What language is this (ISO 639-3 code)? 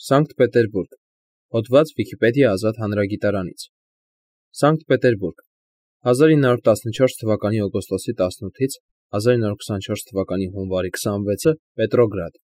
hye